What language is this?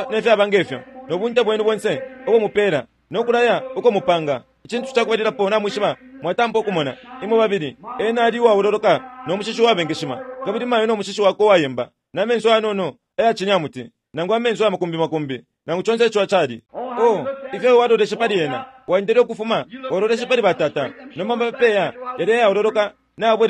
Bemba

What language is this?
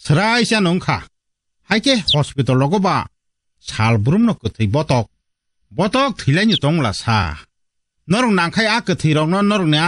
Kok Borok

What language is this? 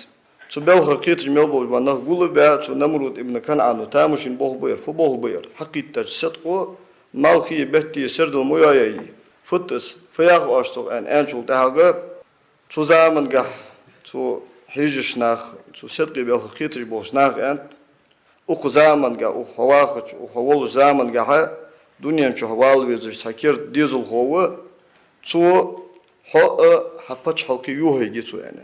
Ingush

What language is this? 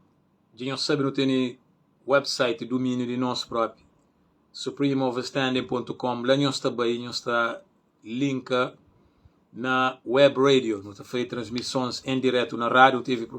Kabuverdianu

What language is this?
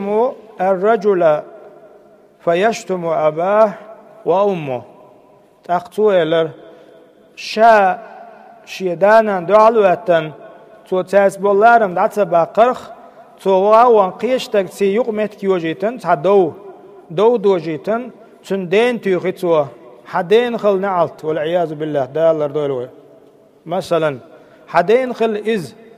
Chechen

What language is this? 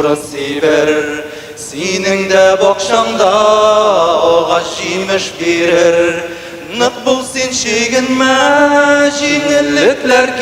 Tatar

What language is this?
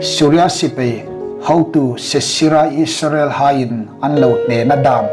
Hmar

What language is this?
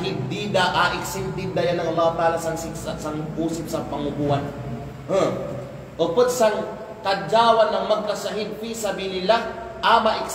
Kalagan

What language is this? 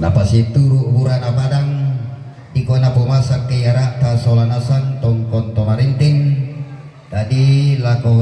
Toraja-Sa'dan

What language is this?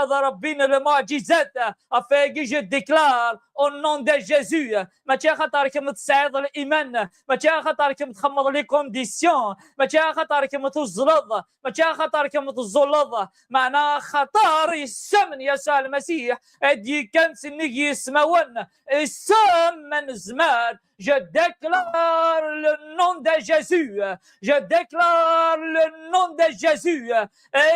Kabyle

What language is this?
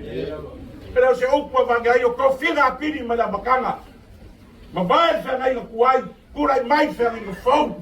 Samoan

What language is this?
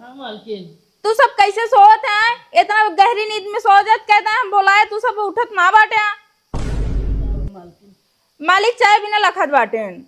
Awadhi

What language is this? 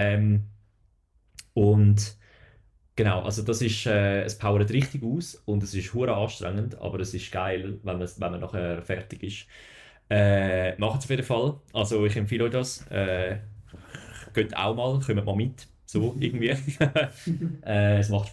German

